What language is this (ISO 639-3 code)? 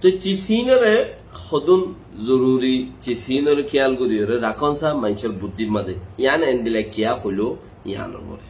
rhg